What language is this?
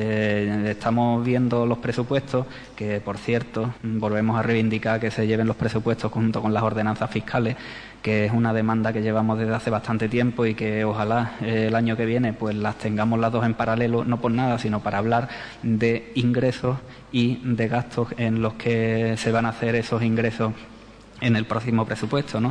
Spanish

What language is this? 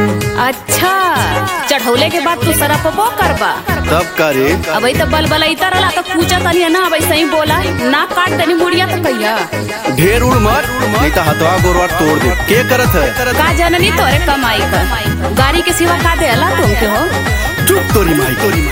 Bhojpuri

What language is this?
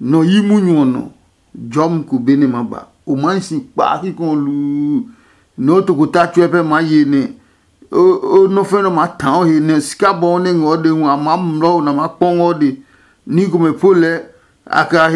Adangme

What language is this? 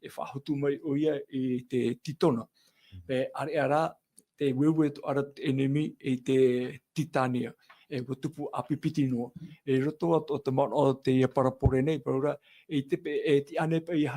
Tahitian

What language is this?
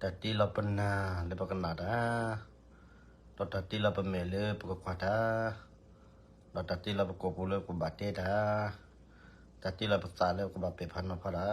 S'gaw Karen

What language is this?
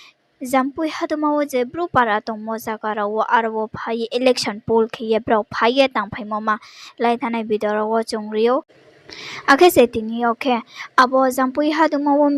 Riang (India)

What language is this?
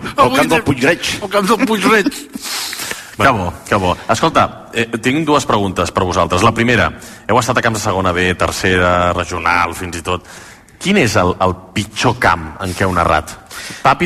Catalan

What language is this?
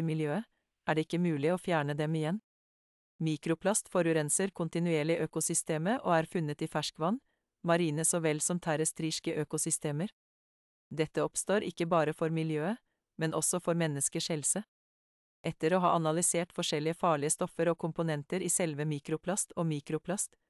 Norwegian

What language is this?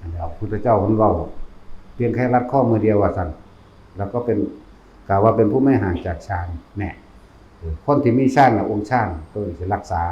Northeastern Thai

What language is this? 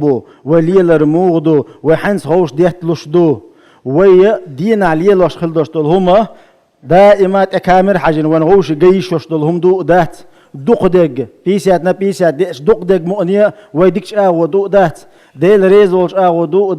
Chechen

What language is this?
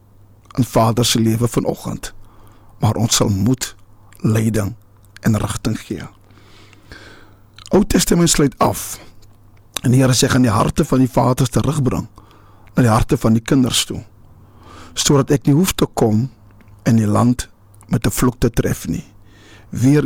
Afrikaans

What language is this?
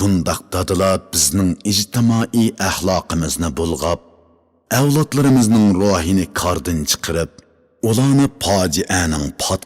Uyghur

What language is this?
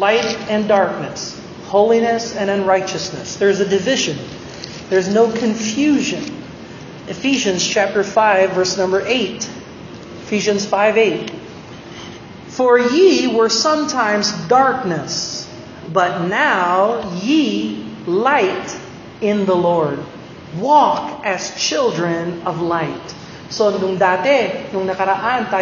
Filipino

